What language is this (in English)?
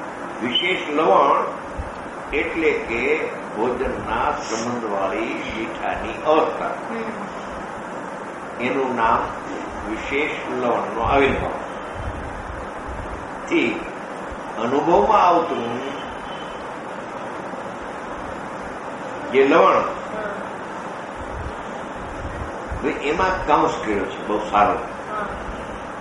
Gujarati